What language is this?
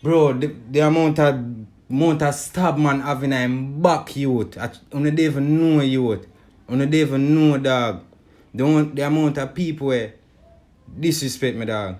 Jamaican Creole English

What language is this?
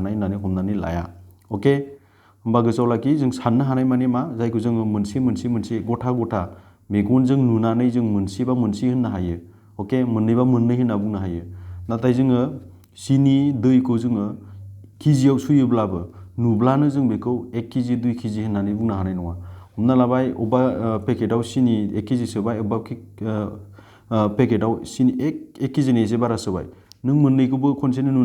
Bodo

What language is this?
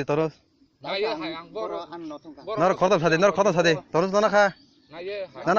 Kok Borok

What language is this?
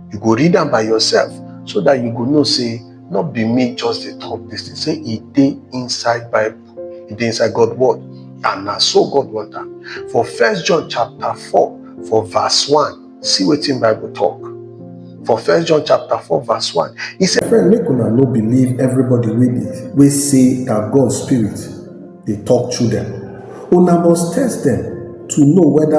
Nigerian Pidgin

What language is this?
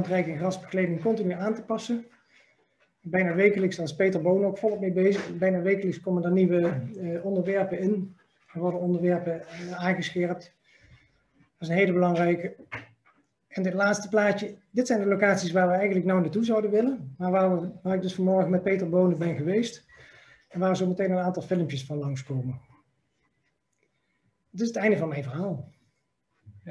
Dutch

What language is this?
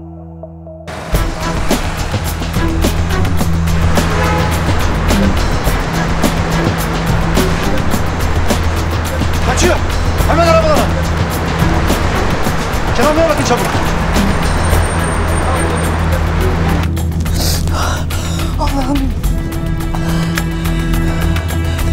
Turkish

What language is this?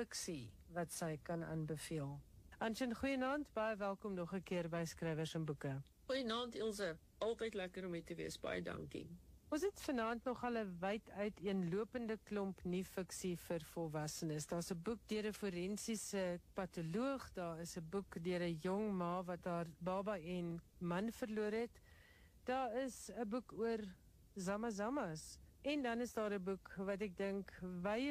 Afrikaans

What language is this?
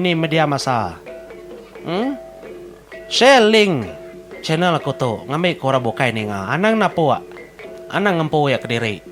Iban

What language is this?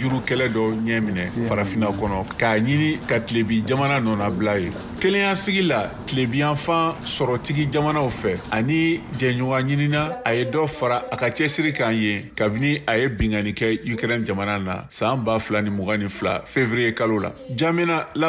Bambara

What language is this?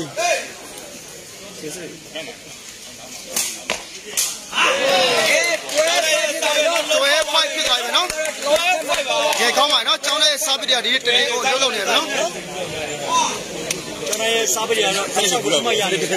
Burmese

